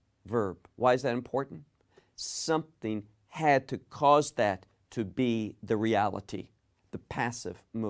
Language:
English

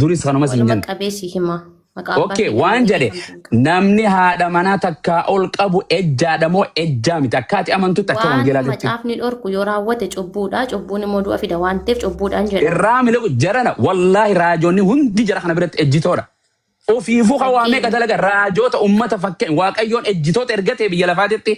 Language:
Oromo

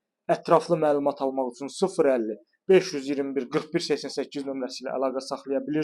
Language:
Azerbaijani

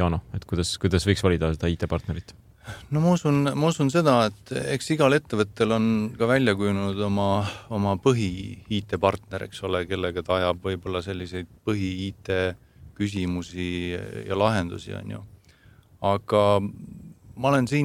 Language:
Estonian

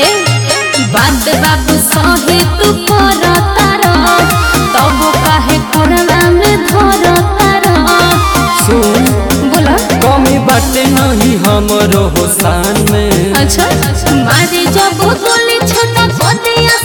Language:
Bhojpuri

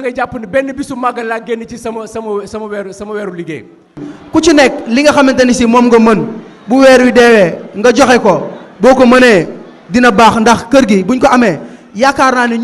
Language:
Wolof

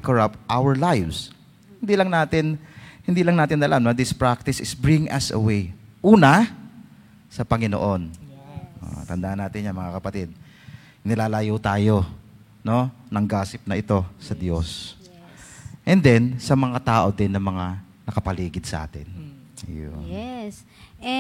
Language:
Filipino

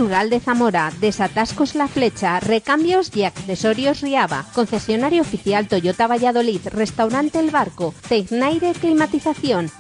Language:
Spanish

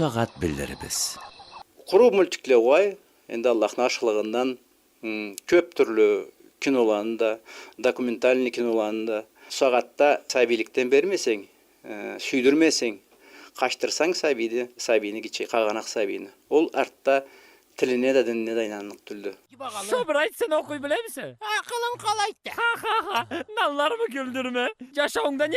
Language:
Karachay-Balkar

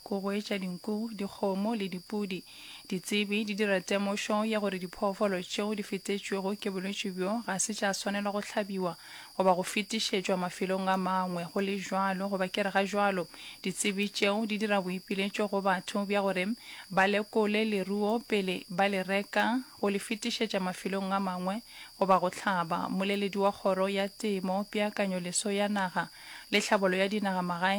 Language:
Northern Sotho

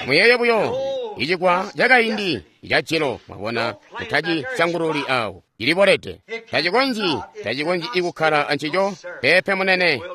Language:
Tonga (Zambia)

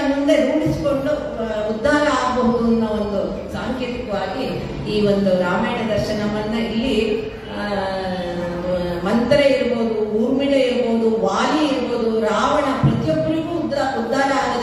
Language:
Kannada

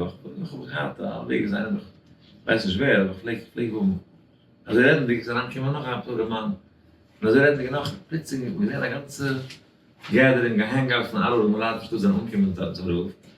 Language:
Yiddish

